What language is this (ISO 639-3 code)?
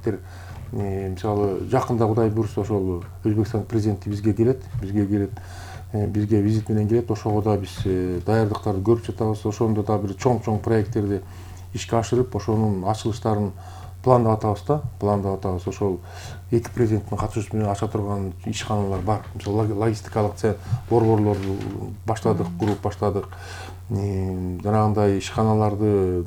kir